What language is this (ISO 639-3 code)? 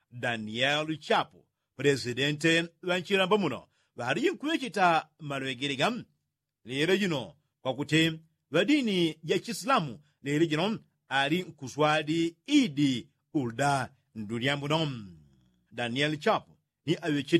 yao